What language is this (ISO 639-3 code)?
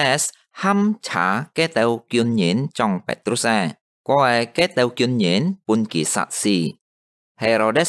hak